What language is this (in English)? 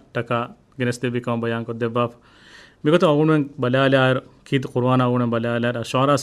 Divehi